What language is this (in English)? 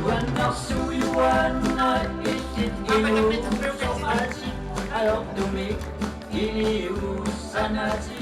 Kalaallisut